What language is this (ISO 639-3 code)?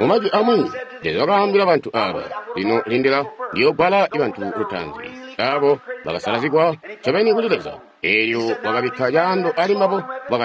toi